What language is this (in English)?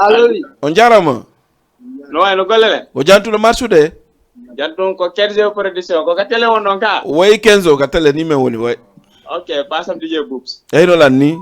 Fula